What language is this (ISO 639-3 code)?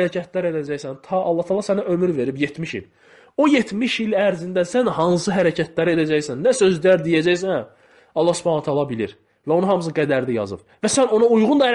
aze